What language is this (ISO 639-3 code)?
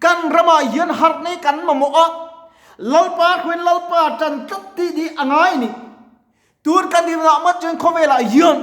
lus